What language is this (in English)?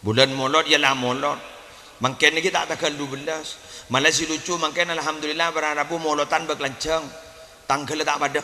Madurese